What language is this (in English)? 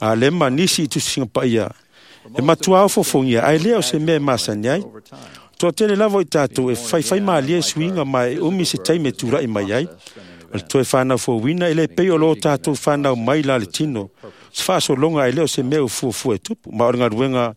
Samoan